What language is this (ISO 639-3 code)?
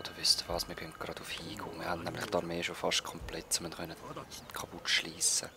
gsw